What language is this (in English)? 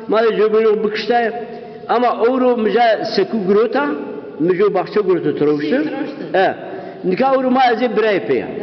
Zaza